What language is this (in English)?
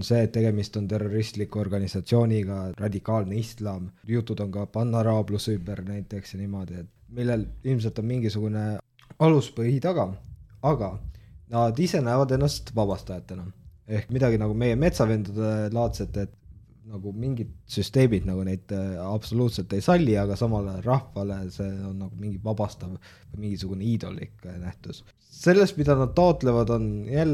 Estonian